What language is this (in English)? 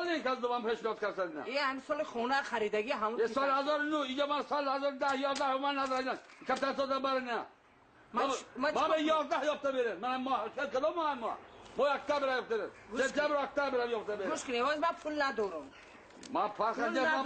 Tajik